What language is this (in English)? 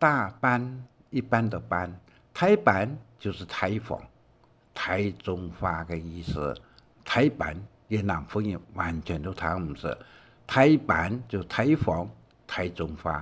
Hakka Chinese